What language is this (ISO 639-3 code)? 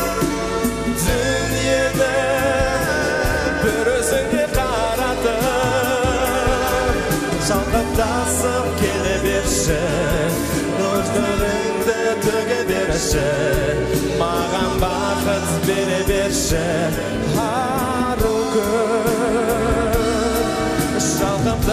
kaz